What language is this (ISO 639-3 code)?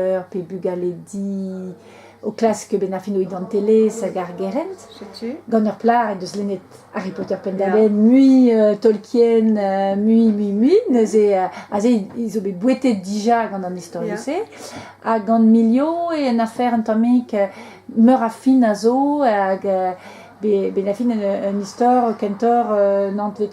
bre